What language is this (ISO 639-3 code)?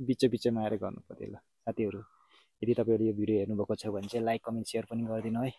nep